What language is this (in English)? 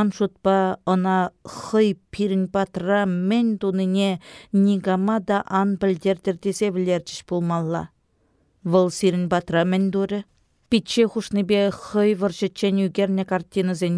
Chuvash